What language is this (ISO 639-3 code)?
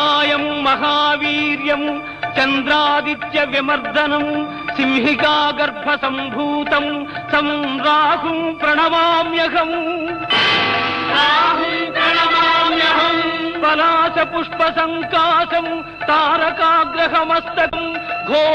tel